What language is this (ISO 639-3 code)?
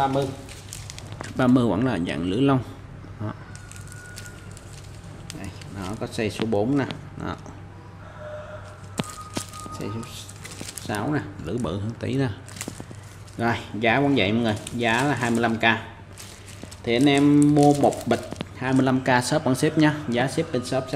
vie